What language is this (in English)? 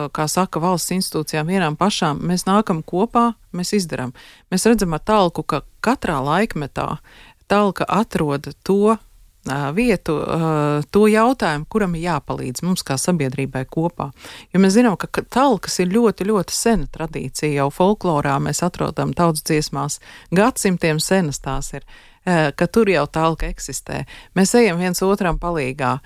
Latvian